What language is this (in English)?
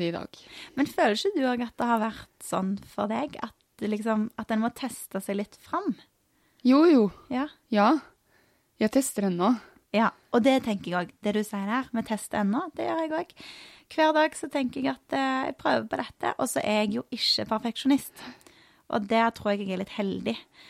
Norwegian